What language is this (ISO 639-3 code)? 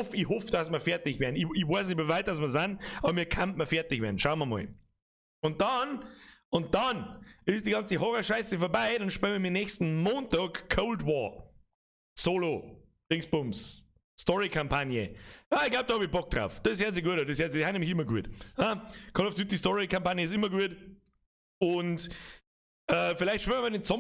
bar